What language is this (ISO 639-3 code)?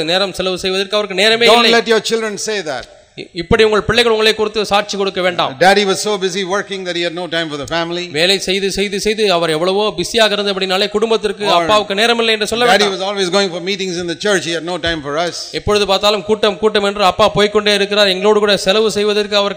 tam